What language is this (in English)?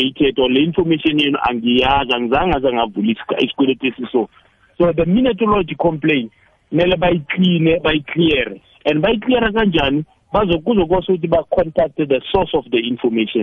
South Ndebele